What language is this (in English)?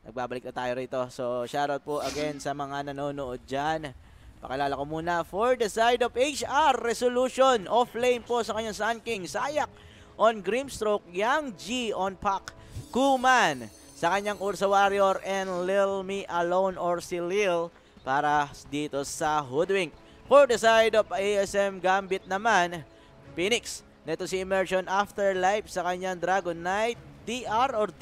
Filipino